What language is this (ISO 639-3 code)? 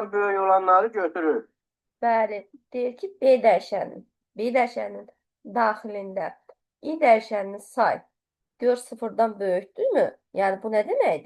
aze